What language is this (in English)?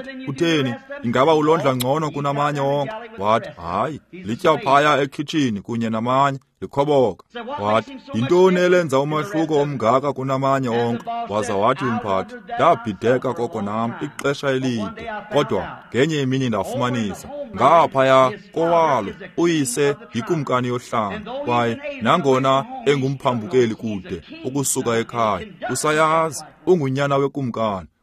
Xhosa